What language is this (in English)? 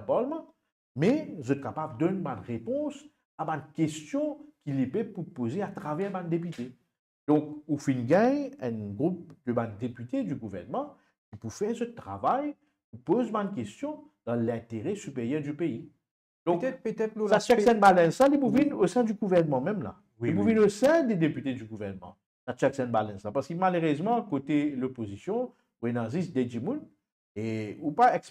Morisyen